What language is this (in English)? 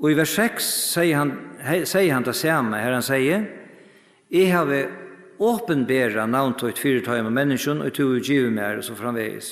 Faroese